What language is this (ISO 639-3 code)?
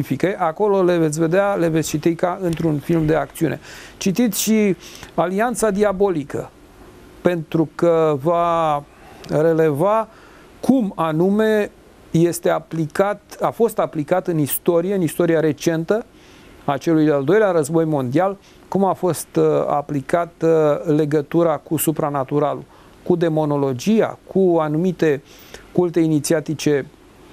ron